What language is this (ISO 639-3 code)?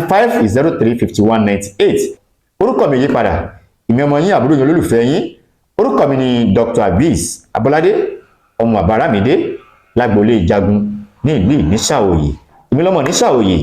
yor